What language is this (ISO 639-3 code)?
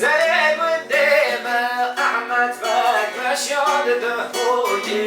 kur